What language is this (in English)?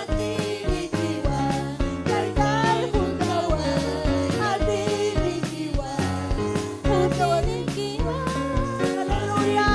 Ayacucho Quechua